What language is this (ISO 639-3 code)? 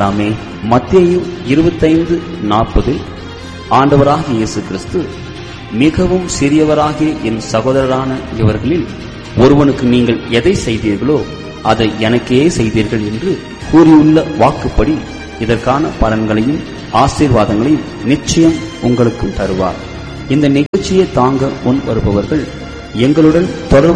tam